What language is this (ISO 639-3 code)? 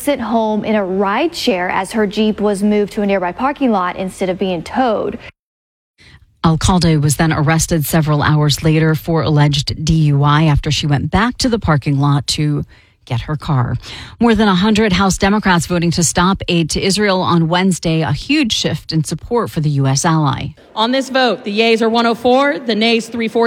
eng